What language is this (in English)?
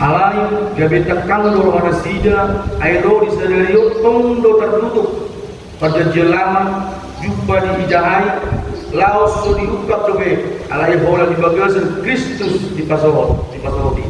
Batak Toba